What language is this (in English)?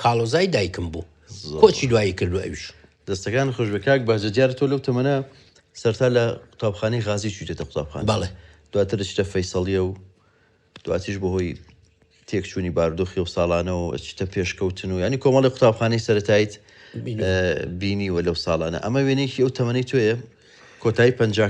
Central Kurdish